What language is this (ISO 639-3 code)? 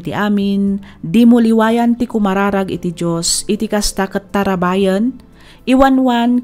ilo